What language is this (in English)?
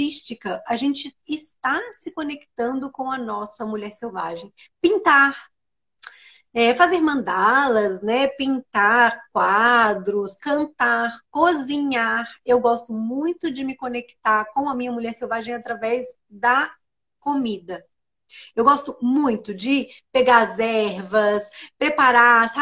Portuguese